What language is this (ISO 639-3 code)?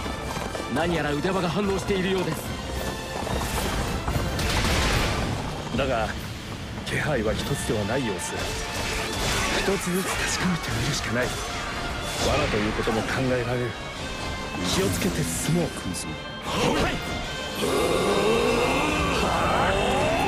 jpn